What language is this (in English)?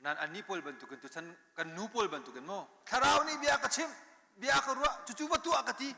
Hakha Chin